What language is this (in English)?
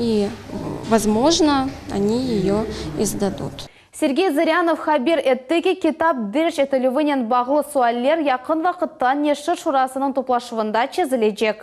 Crimean Tatar